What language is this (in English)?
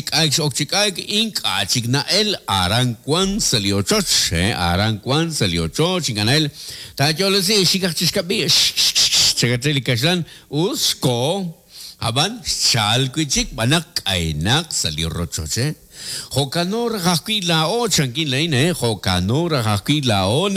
Kekchí